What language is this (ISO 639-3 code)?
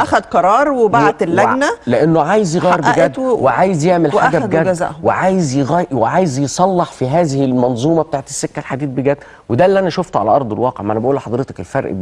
arz